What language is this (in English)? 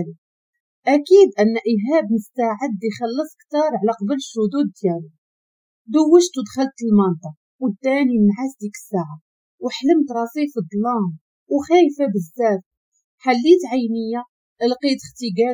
Moroccan Arabic